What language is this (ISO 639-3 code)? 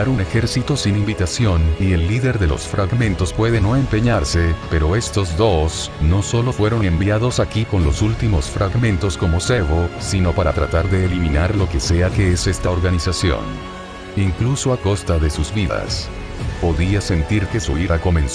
spa